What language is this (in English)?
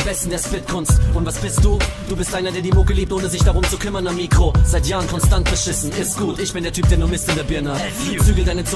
German